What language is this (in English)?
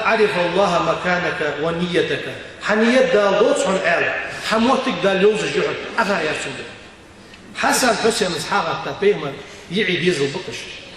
Ingush